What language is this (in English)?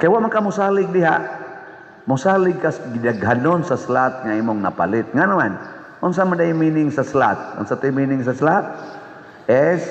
Cebuano